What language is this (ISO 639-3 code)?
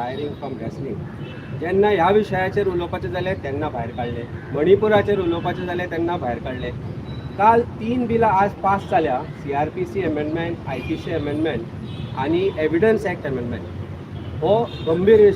kok